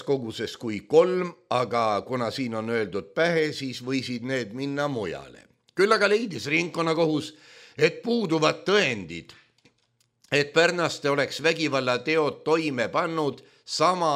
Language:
Estonian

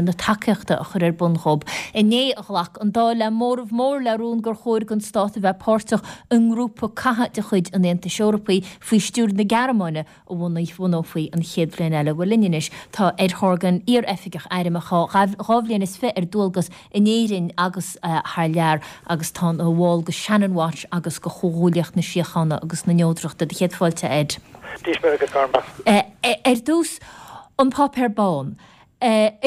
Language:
Irish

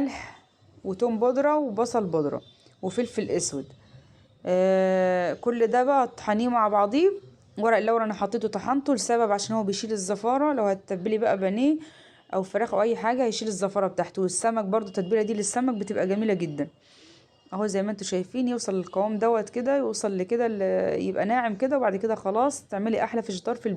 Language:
Egyptian Arabic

